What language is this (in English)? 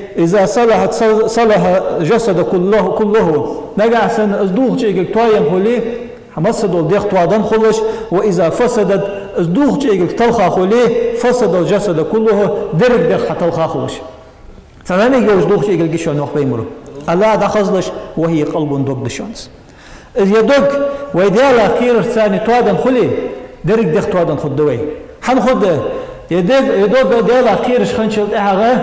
Ingush